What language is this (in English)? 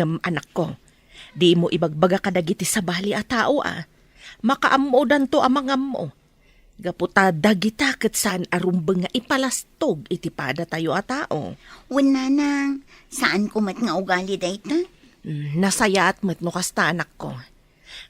Iloko